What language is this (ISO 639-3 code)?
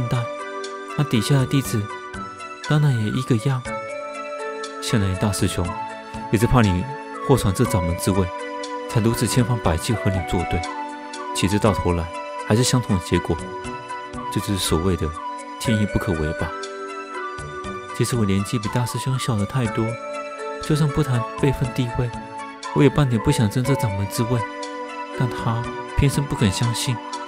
zho